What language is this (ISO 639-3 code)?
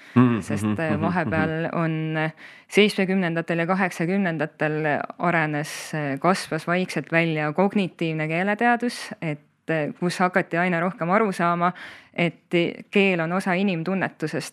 est